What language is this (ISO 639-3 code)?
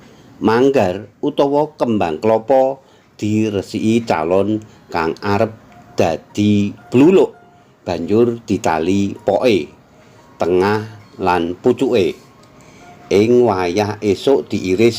jav